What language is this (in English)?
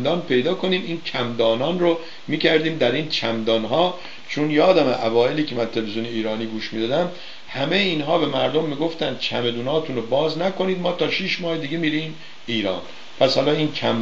Persian